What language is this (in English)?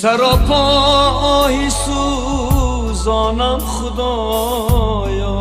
Tajik